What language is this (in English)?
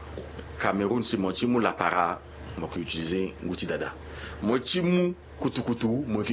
Sango